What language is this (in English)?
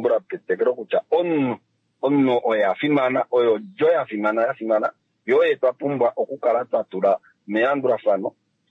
Kuanyama